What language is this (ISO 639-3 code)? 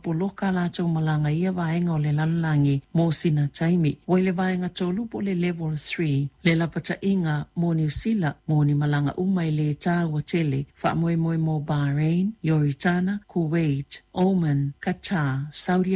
smo